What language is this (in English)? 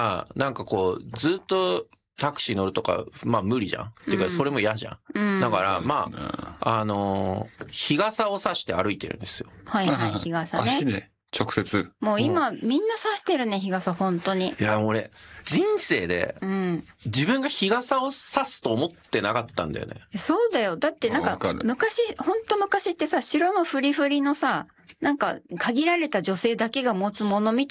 Japanese